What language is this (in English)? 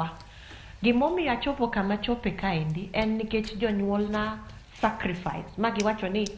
Luo (Kenya and Tanzania)